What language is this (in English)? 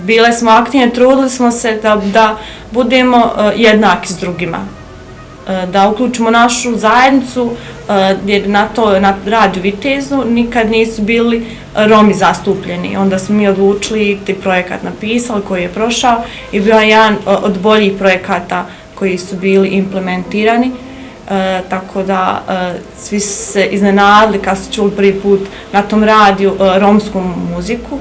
Bosnian